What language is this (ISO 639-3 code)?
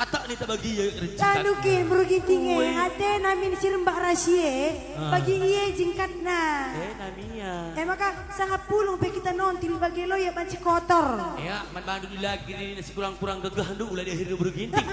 btx